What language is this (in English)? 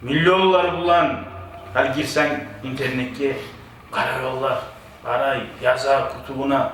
Kumyk